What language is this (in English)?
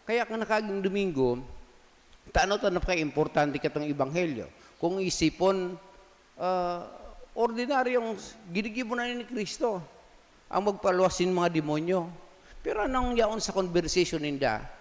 Bikol